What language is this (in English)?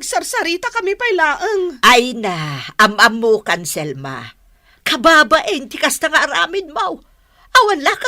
Iloko